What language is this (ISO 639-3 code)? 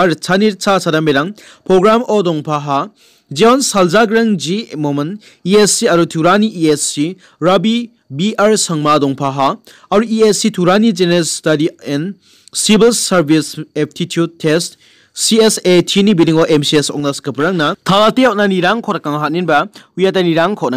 grt